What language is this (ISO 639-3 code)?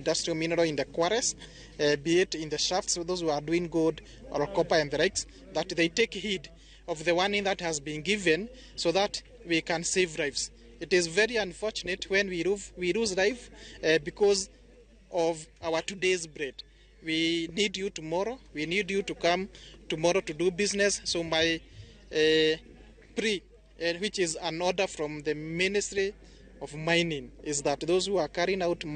luo